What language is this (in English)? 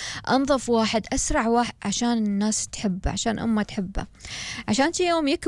Gulf Arabic